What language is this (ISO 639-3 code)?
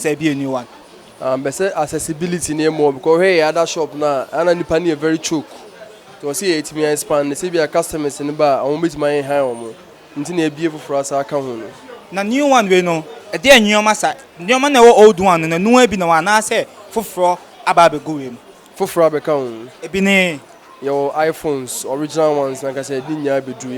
aka